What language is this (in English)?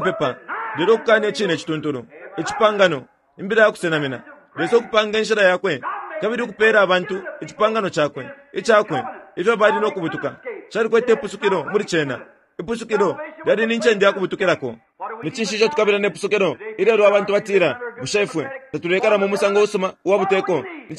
Bemba